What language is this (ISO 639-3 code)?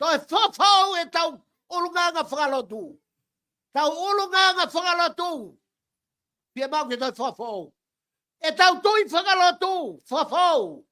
ton